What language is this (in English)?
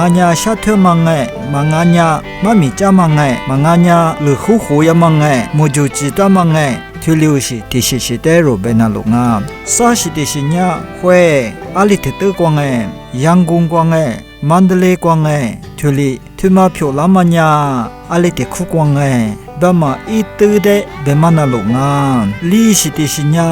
Lisu